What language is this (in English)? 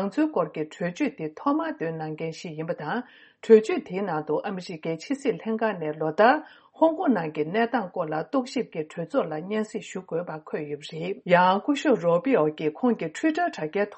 Tibetan